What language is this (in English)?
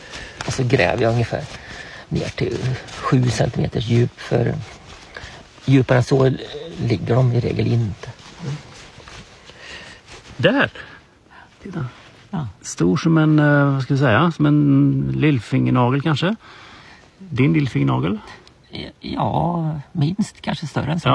Swedish